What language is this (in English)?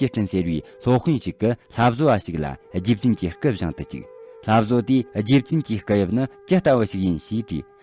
Tibetan